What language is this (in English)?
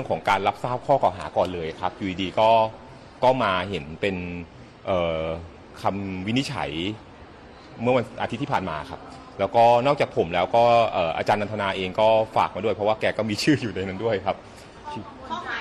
Thai